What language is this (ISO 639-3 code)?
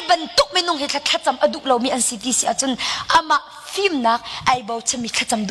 cnh